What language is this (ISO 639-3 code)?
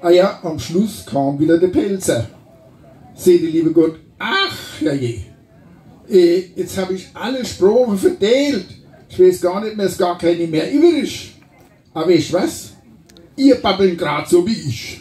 pfl